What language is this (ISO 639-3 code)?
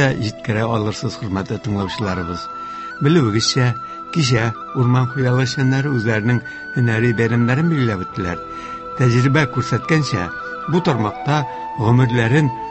tat